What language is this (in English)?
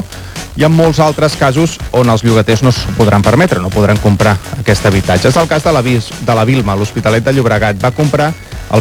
Catalan